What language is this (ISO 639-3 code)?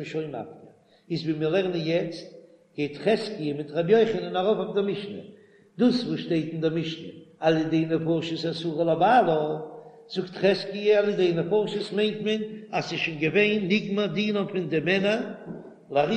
yid